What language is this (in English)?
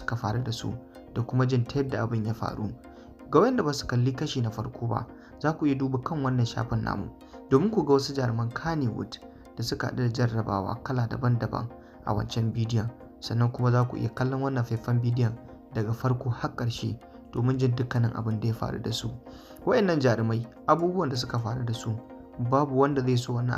Hausa